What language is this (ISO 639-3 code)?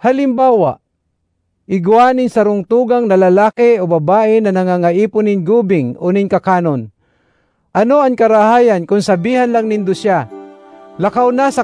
bik